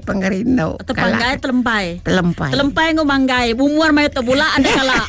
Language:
Iban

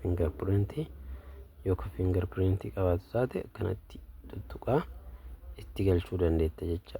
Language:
Oromo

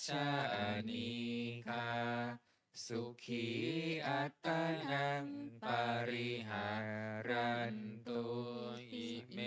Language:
Pali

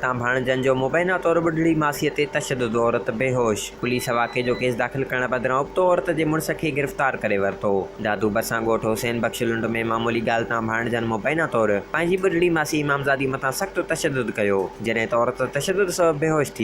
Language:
Sindhi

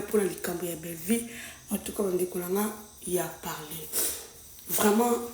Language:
Lingala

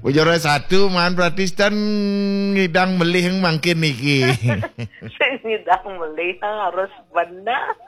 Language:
Balinese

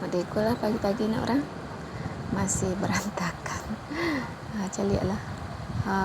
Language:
Minangkabau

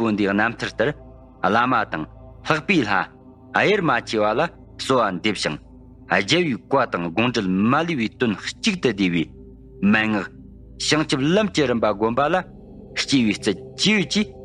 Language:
Tibetan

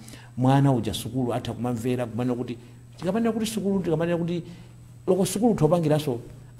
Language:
Nyanja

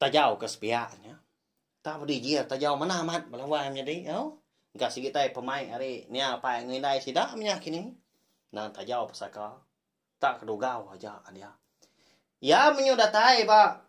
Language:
Iban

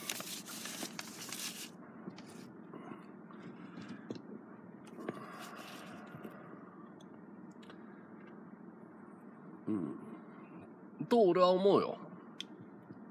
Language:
Japanese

